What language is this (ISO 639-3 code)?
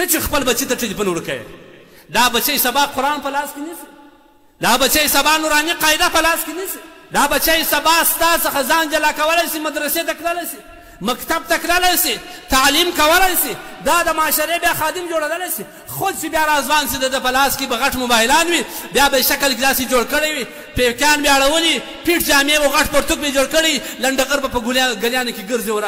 pus